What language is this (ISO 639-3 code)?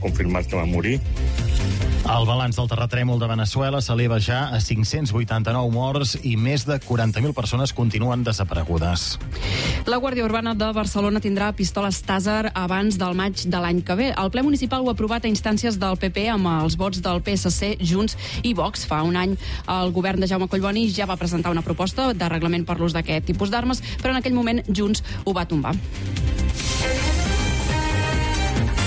cat